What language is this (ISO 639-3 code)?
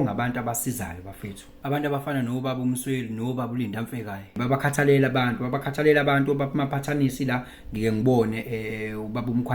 zul